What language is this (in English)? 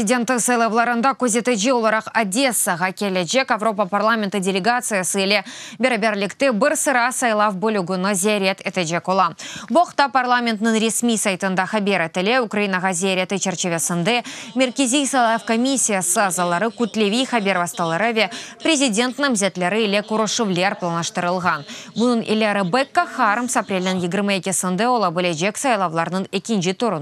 Crimean Tatar